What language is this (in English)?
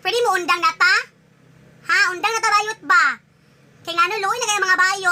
Cebuano